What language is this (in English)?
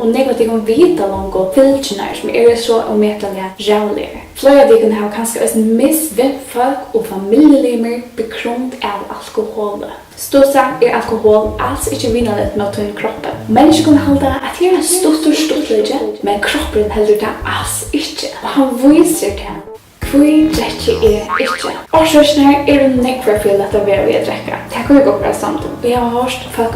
Faroese